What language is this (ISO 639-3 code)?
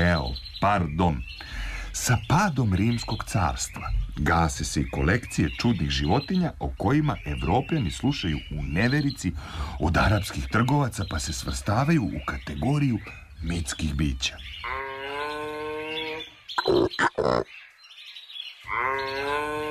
srp